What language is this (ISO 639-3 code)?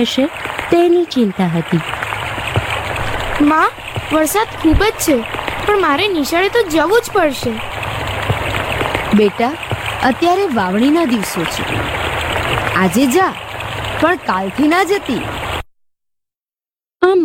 guj